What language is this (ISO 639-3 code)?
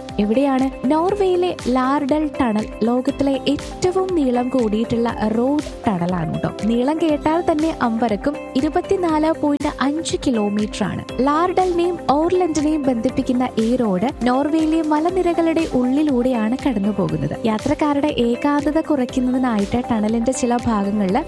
mal